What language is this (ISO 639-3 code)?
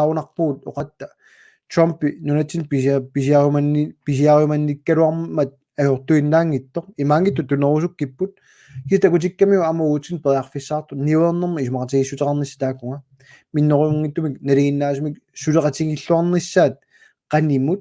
kal